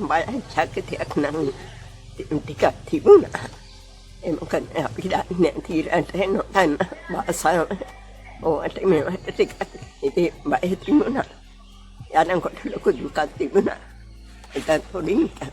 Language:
Sinhala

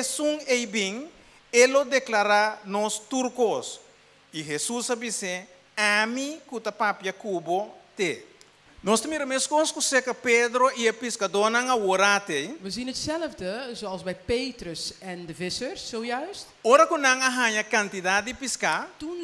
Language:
Papiamento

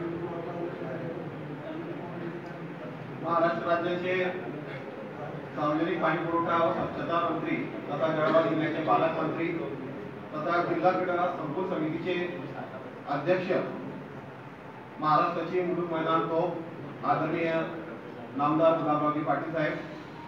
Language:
Marathi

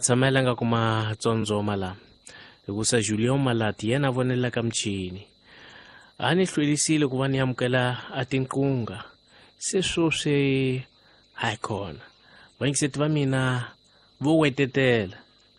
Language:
Tsonga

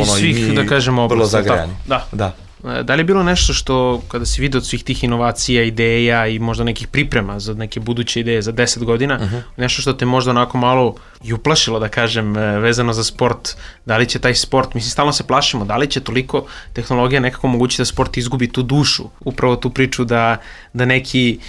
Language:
Serbian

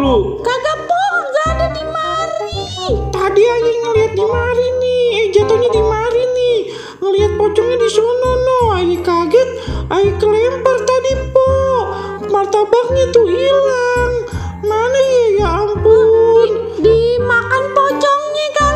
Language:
Betawi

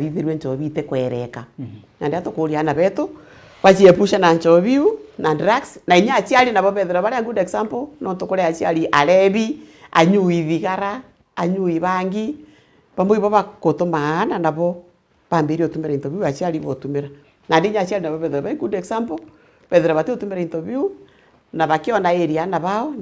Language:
Meru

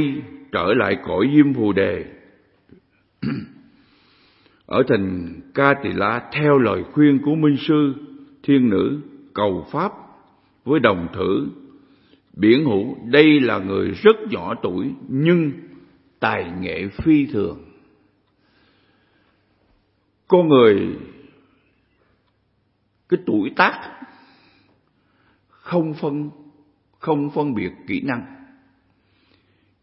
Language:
Vietnamese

